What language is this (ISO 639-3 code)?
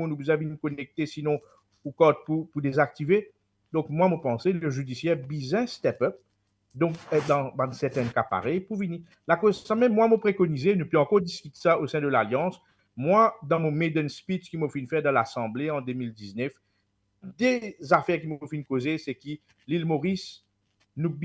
mfe